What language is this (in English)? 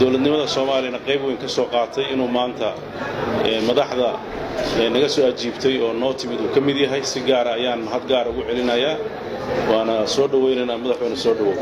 Somali